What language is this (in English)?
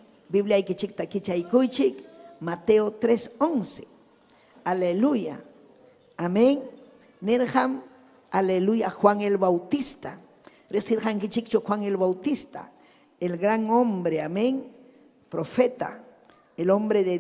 Ayacucho Quechua